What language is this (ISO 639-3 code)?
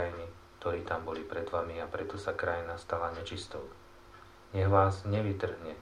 slk